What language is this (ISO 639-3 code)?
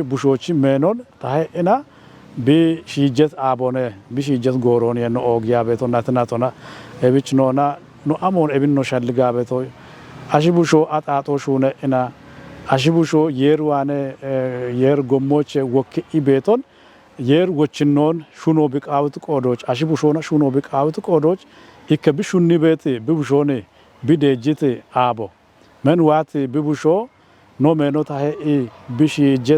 kbr